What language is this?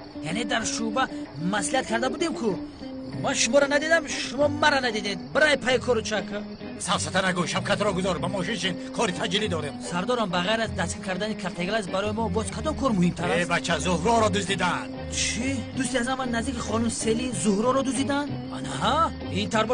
Tajik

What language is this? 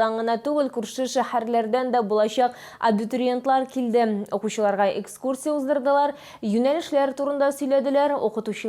Tatar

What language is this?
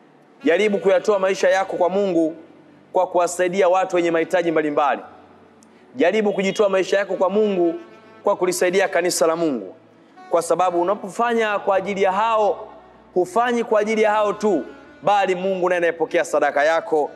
Swahili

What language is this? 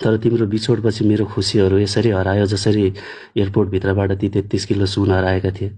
Nepali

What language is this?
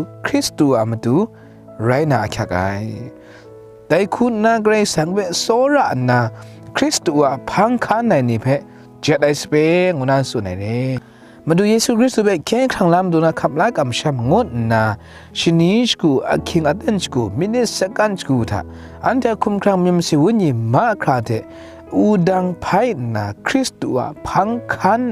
Kachin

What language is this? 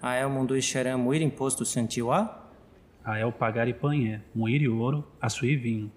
Nheengatu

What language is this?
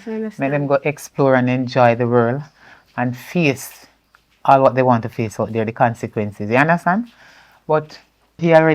Jamaican Creole English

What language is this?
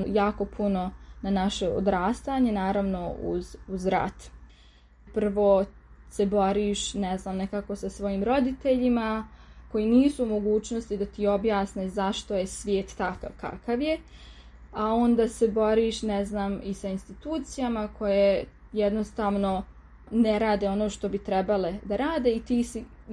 Serbian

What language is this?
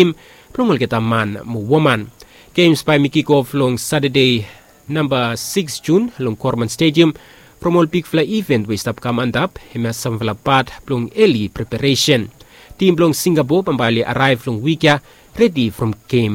Bislama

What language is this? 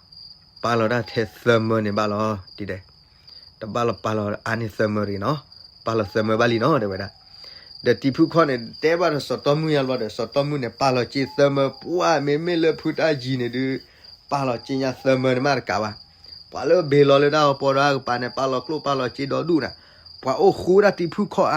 S'gaw Karen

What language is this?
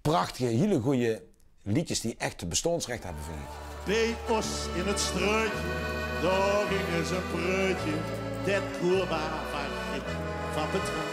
Limburgish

